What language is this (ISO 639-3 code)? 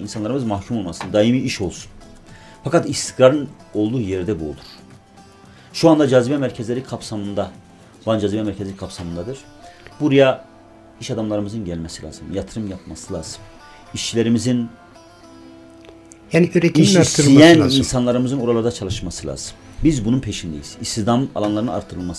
tur